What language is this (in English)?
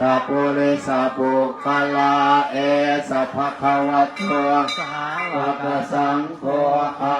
Pali